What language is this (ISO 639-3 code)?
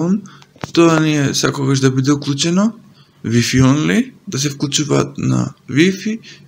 mkd